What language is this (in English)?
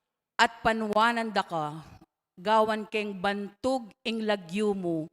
Pampanga